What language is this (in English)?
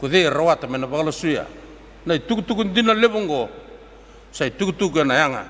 Fijian